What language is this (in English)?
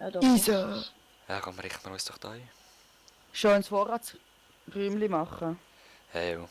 Swiss German